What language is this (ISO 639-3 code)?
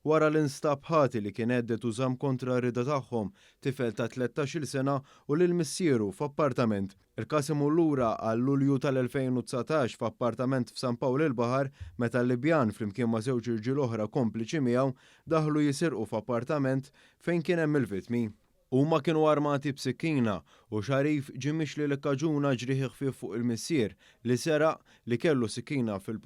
mlt